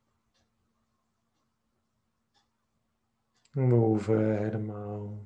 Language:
Dutch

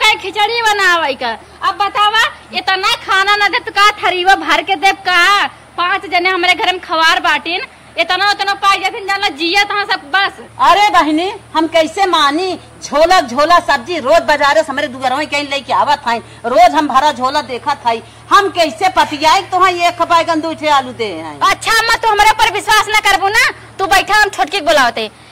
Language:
Awadhi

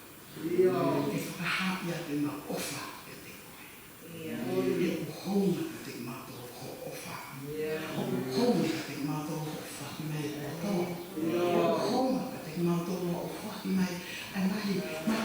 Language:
Tongan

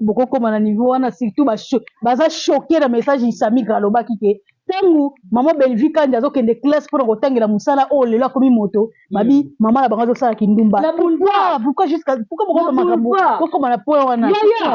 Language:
Lingala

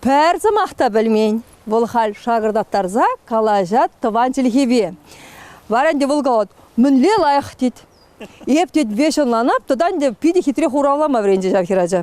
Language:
Chuvash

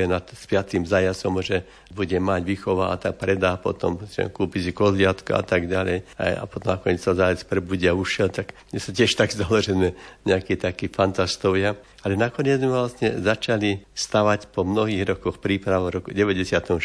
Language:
Slovak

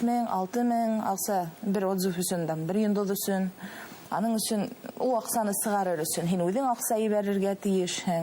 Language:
Bashkir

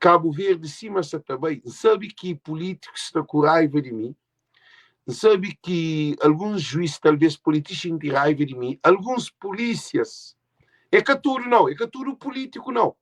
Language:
Kabuverdianu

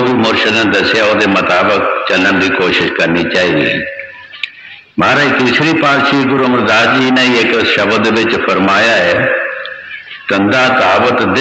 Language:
Punjabi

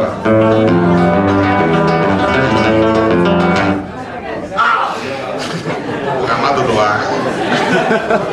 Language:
Greek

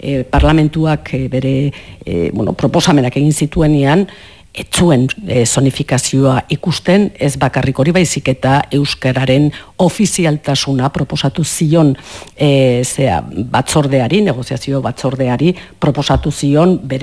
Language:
Basque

